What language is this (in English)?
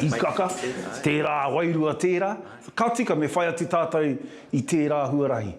Māori